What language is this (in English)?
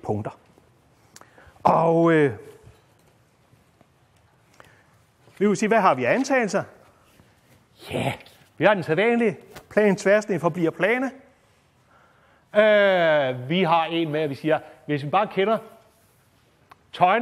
Danish